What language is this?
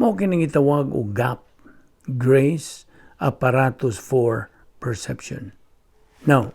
Cebuano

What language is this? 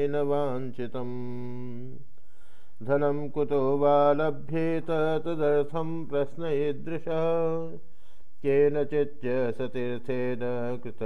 Sanskrit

